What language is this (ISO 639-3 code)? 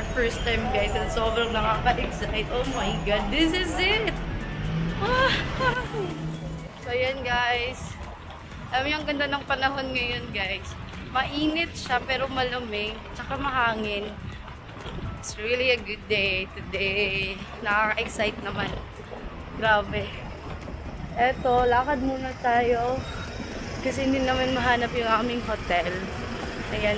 fil